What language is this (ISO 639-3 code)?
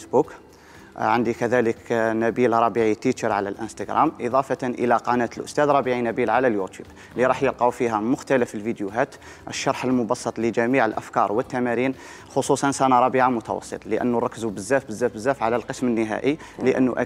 arq